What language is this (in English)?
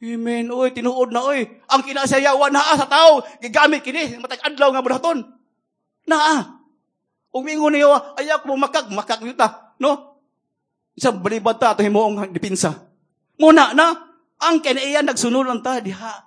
Cebuano